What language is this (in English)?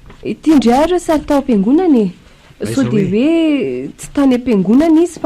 Malagasy